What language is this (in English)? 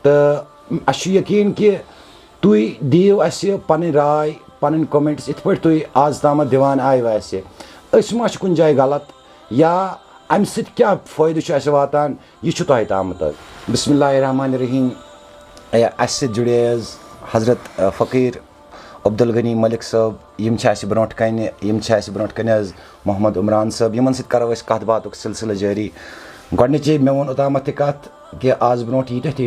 Kashmiri